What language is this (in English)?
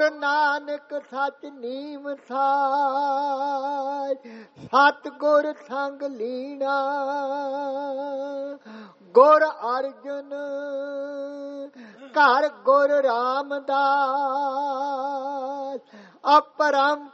Punjabi